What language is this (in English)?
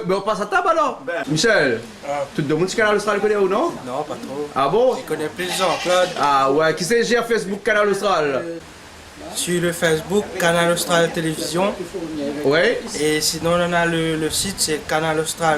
Réunion Creole French